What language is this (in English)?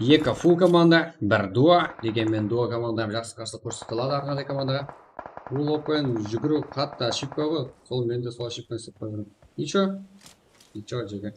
Kara-Kalpak